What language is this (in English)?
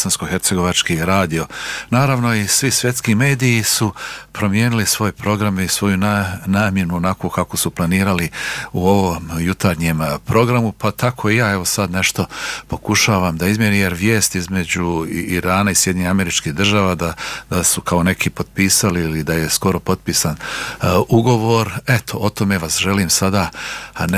Bosnian